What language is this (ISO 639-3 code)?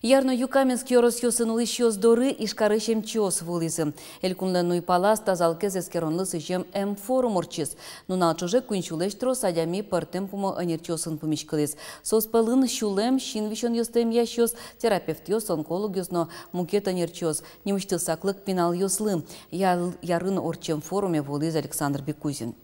udm